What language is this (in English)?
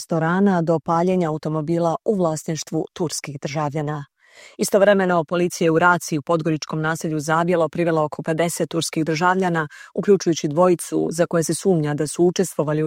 Serbian